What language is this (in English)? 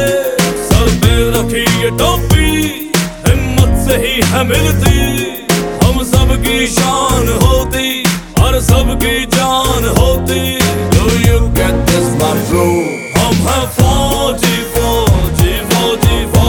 Hindi